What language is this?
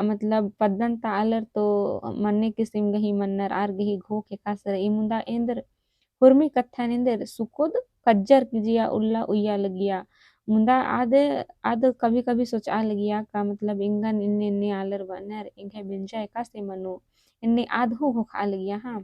Kurukh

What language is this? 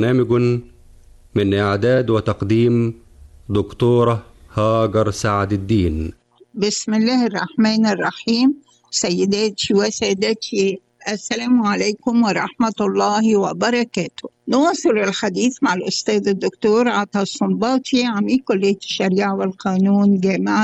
Arabic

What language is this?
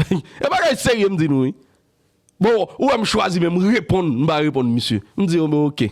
Haitian Creole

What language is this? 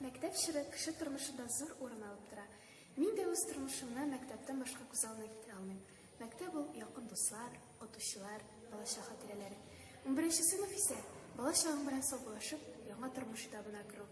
Tatar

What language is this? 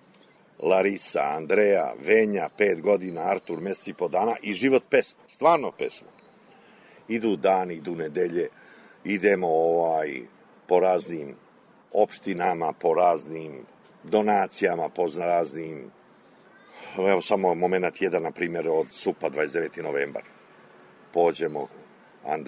Serbian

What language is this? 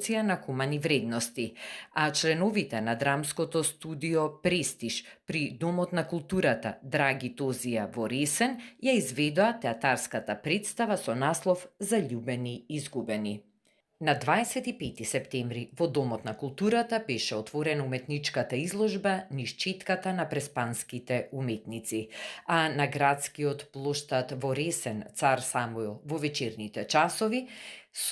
Macedonian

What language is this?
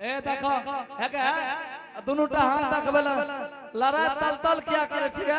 Angika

